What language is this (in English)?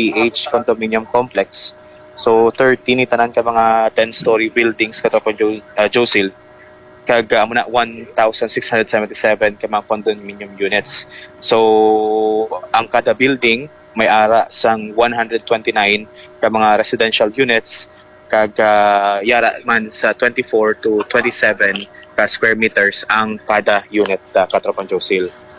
Hiligaynon